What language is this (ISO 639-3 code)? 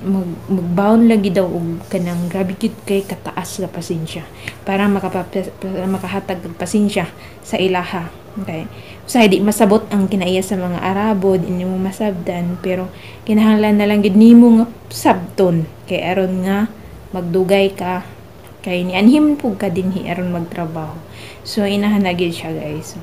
ceb